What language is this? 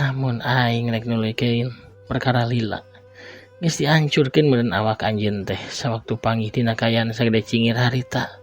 Sundanese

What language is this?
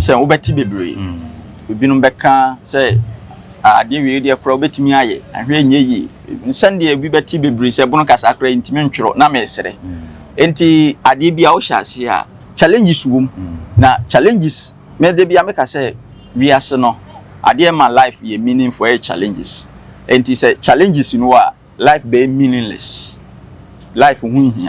Akan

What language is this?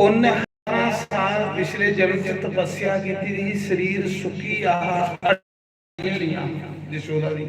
Dogri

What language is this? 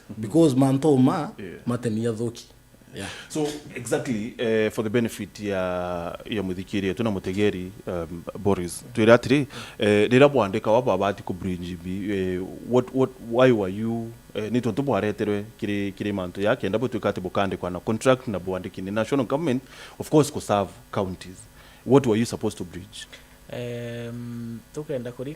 Meru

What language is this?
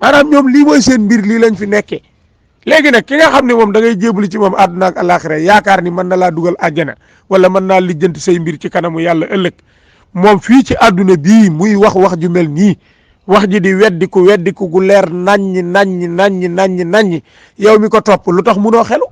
Wolof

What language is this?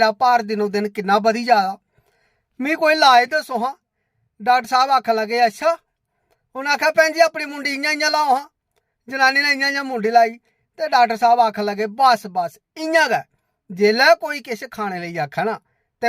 Dogri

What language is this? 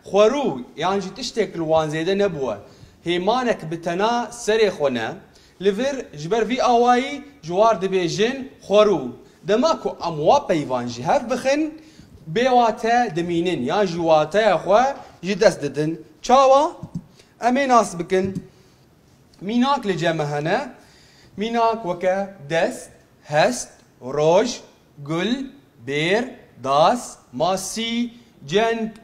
Kurdish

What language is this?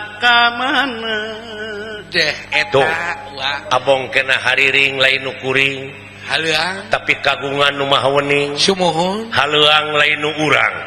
Sundanese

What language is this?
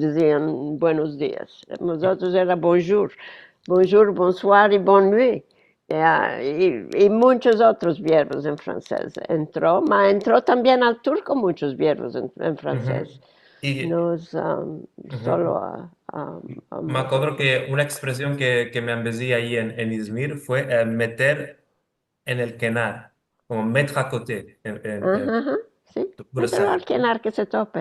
Ladino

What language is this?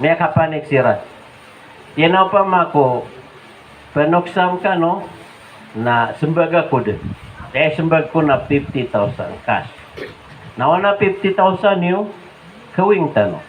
Maranao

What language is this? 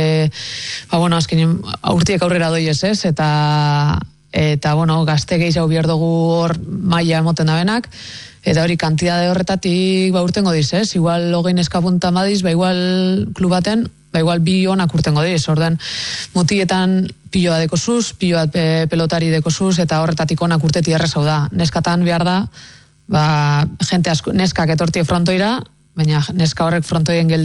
Basque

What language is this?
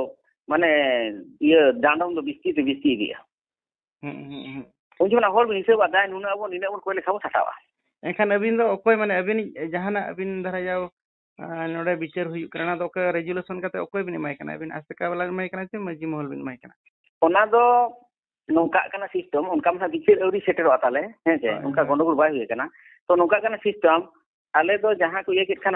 Santali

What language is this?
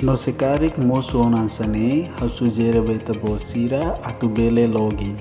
Tetum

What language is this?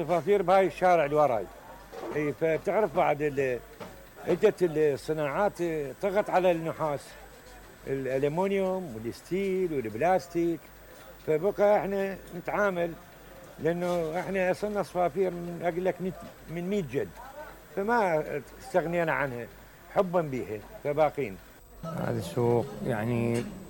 Mesopotamian Arabic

